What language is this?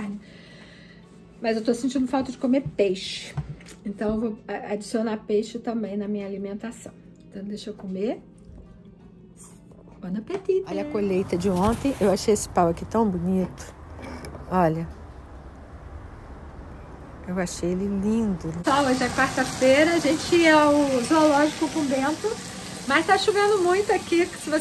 Portuguese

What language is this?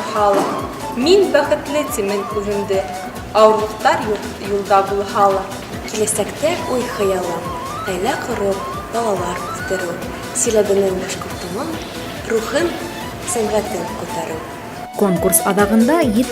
Bashkir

